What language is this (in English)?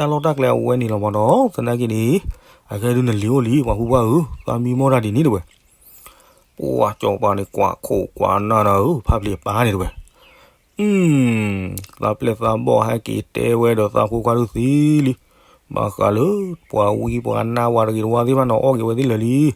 S'gaw Karen